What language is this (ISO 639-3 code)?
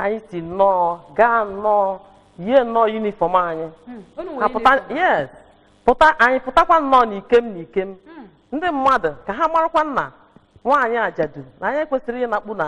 ibo